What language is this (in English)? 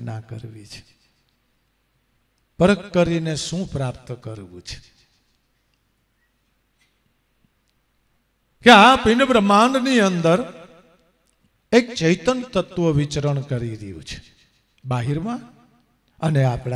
Gujarati